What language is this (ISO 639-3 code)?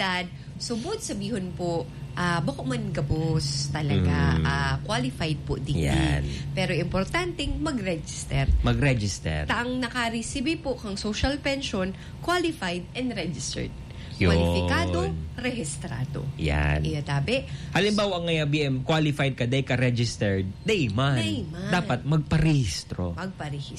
bik